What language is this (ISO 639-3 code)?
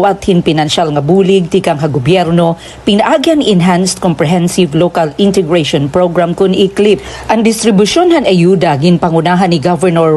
war